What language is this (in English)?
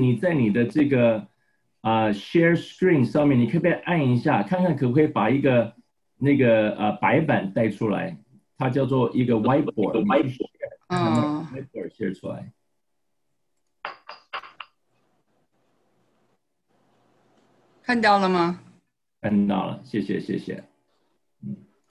Chinese